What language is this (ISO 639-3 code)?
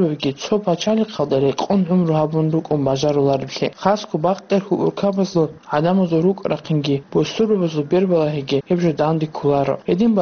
ava